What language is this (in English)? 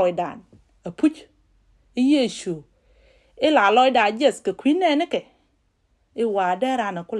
Nuer